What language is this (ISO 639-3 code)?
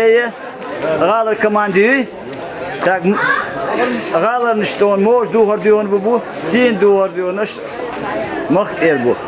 che